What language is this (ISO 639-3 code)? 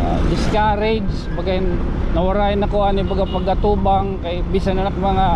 war